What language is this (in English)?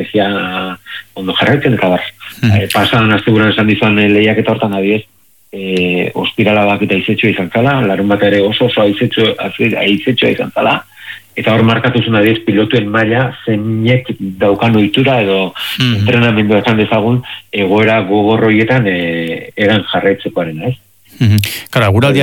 Basque